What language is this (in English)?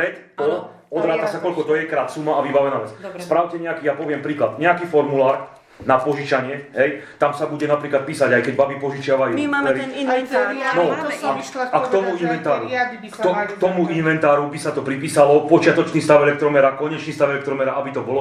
Slovak